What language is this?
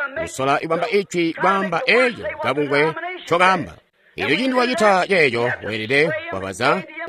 Tonga (Zambia)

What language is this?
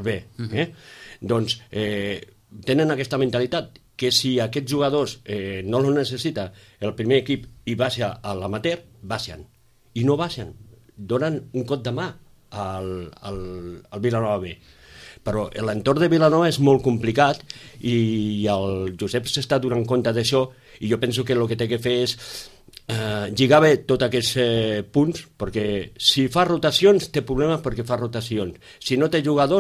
Catalan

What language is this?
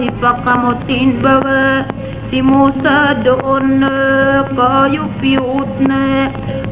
Tausug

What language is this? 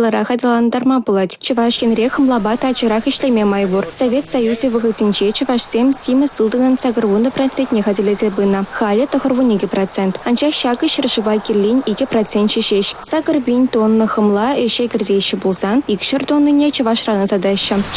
Chuvash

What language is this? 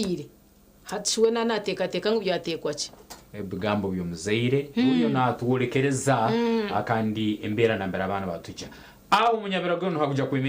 Nyankole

